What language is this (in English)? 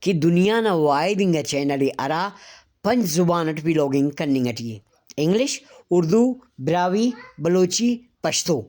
Brahui